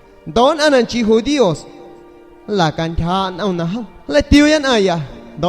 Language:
San Pedro Amuzgos Amuzgo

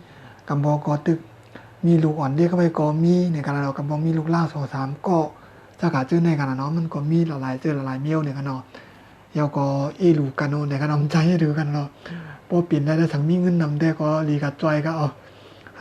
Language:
Shan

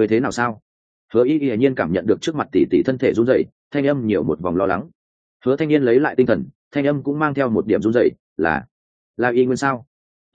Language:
Vietnamese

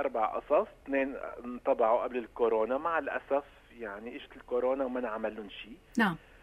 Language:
North Levantine Arabic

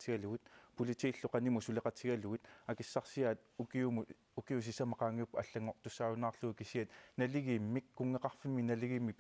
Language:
Kalaallisut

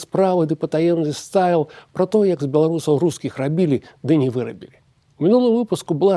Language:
Belarusian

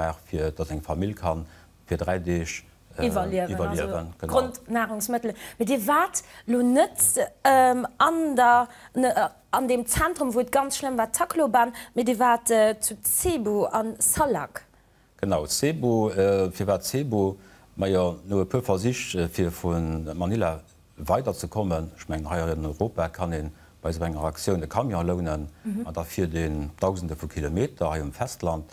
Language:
Luxembourgish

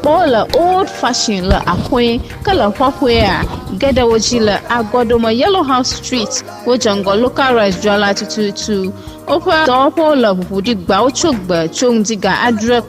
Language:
Ewe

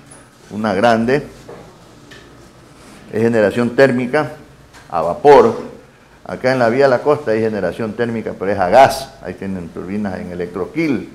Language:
Spanish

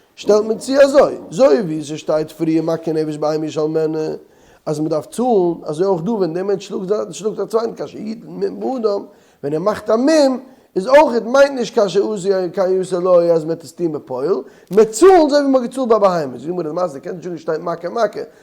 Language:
Yiddish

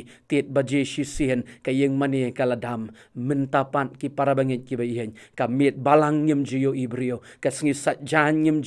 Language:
Khasi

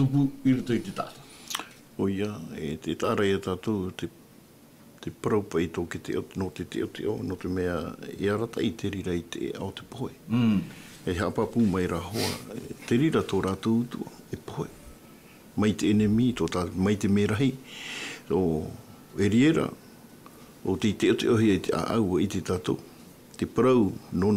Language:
Tahitian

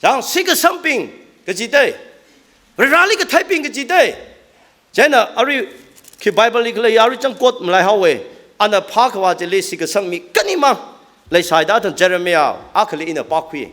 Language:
Tangkhul Naga (India)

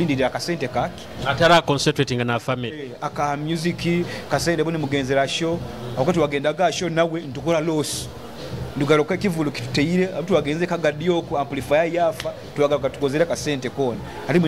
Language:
Nyoro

